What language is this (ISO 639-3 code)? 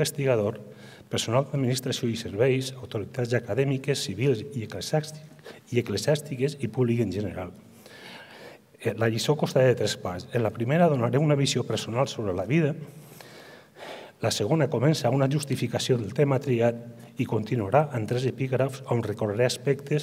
cat